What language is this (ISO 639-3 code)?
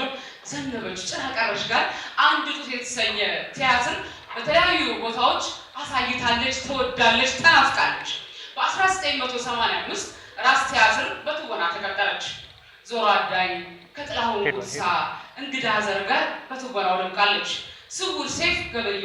amh